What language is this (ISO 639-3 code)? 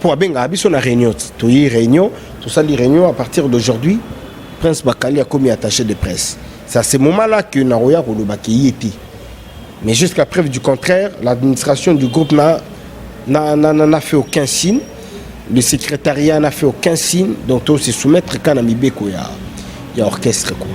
lin